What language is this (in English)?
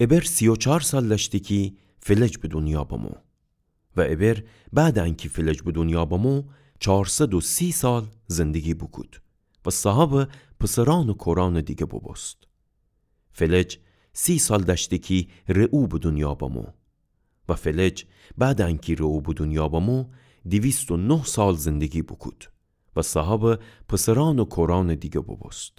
Gilaki